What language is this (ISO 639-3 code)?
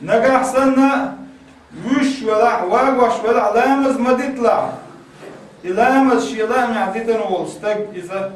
che